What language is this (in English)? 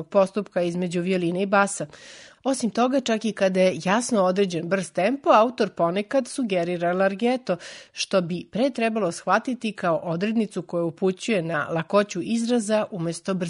Serbian